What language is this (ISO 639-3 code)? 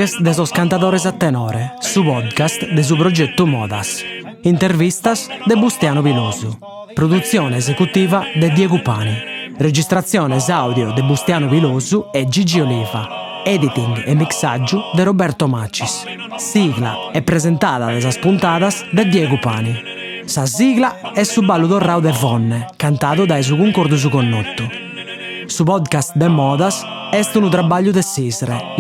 srd